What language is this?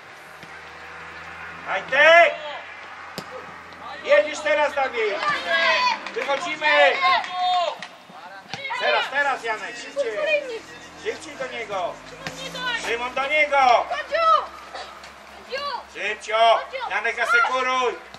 Polish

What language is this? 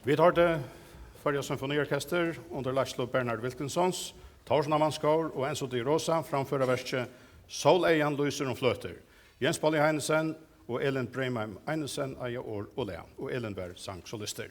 Faroese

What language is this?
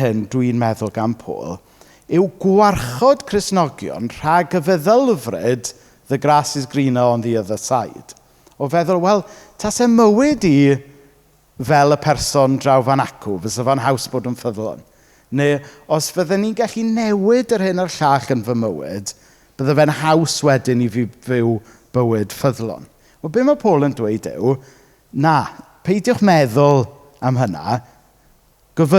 Welsh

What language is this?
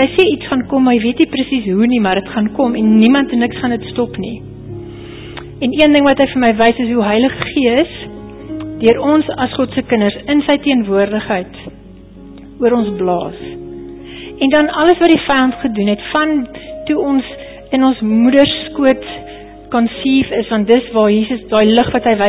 Afrikaans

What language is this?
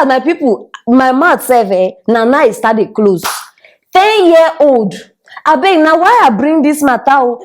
Nigerian Pidgin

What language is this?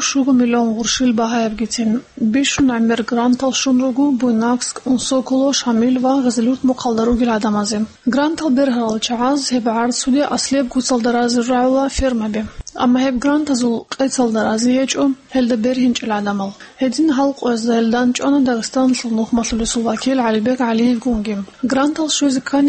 Avaric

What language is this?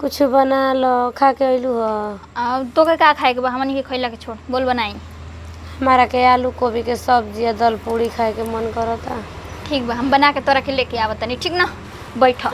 Bhojpuri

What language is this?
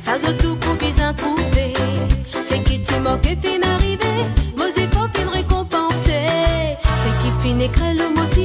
Morisyen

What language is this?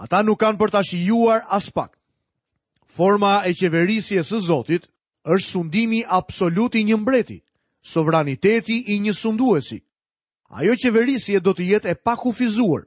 Albanian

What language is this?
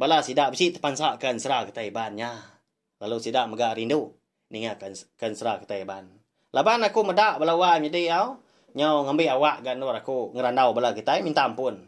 Iban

